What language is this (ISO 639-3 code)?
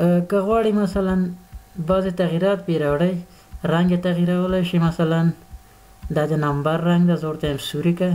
pus